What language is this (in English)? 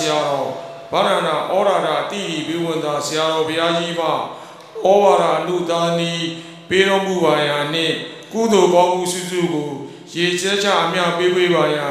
Burmese